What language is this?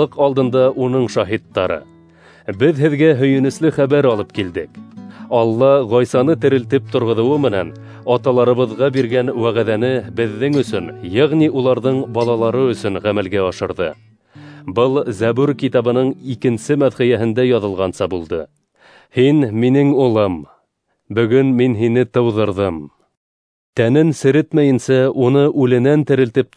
Bashkir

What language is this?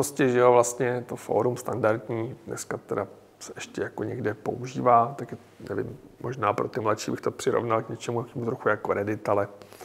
Czech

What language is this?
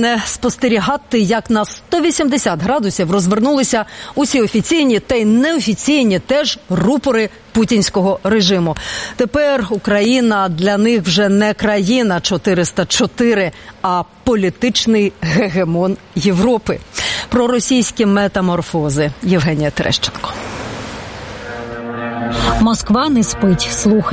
Ukrainian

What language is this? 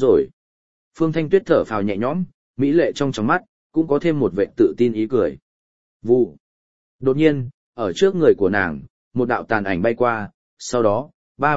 Vietnamese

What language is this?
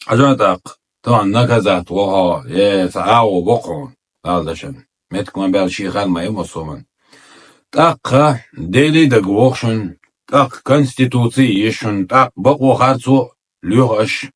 Chechen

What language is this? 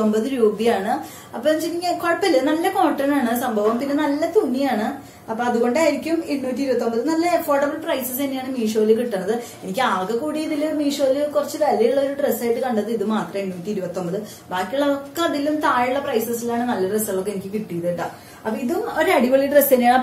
Malayalam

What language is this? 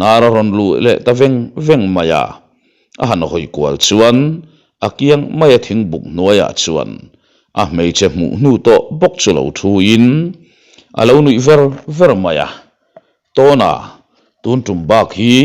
Mizo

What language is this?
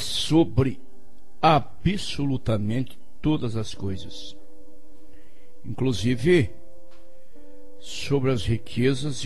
Portuguese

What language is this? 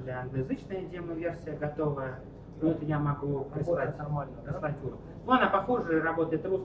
Russian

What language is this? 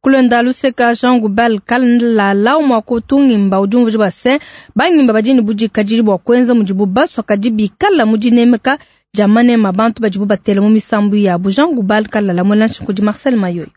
Luba-Lulua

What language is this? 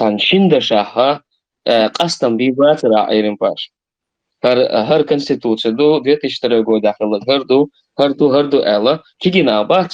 Chechen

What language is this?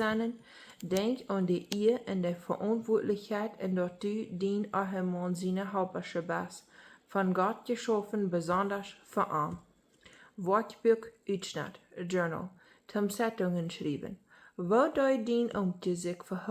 Plautdietsch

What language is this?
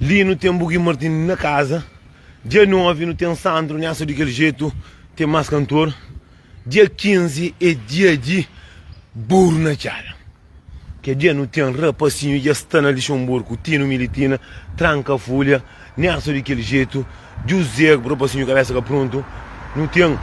Kabuverdianu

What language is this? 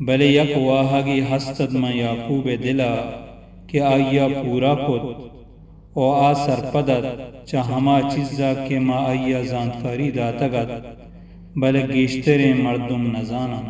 Baluchi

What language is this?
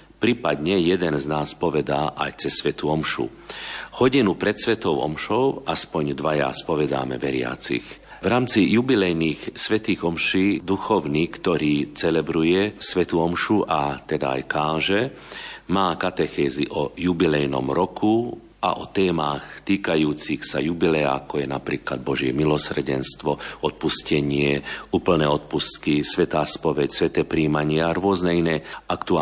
Slovak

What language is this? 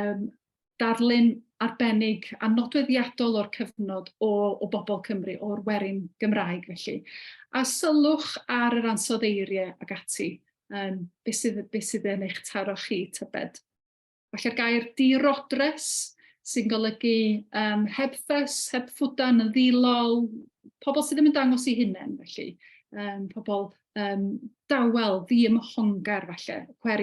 Welsh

